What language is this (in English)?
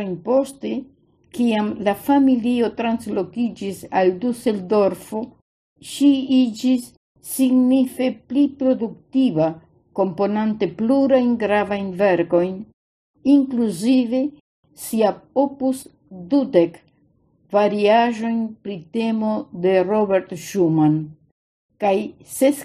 Esperanto